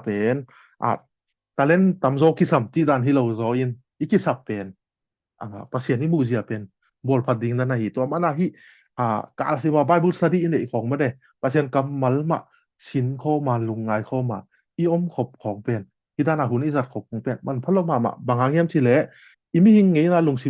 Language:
Tedim Chin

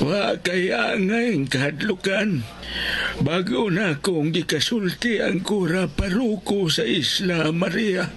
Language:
Cebuano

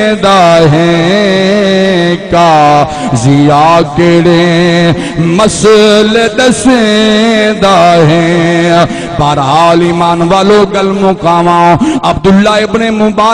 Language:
Saraiki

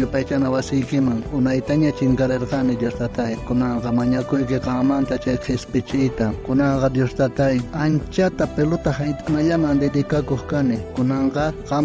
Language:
South Bolivian Quechua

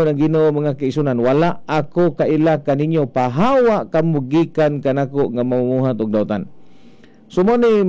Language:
Cebuano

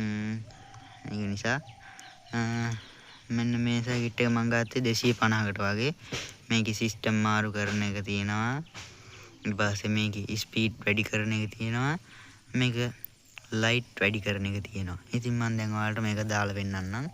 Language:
Sinhala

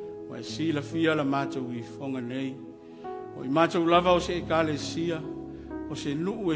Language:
Samoan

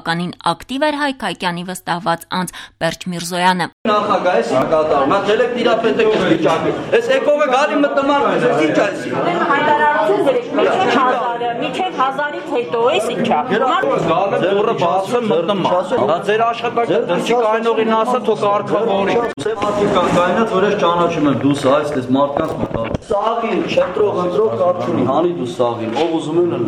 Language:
Armenian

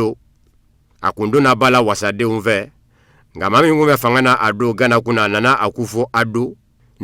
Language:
Bambara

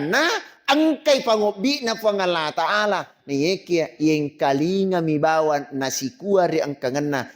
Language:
Buginese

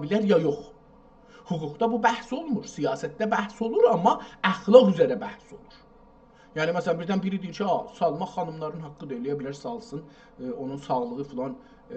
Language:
South Azerbaijani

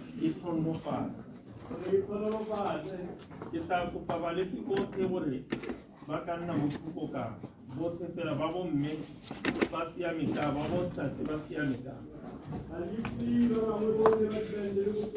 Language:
Tswana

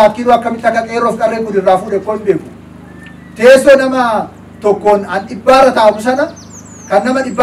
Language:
Oromo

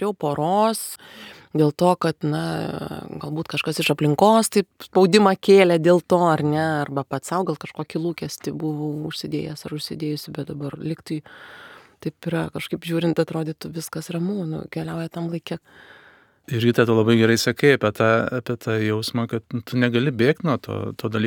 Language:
Lithuanian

